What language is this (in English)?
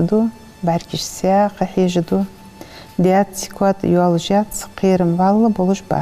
Ingush